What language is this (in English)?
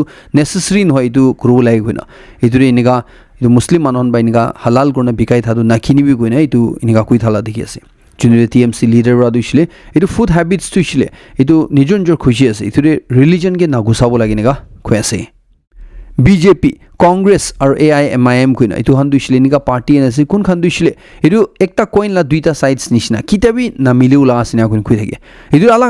Naga Pidgin